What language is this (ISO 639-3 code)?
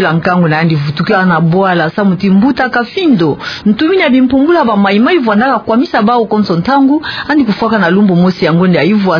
ktu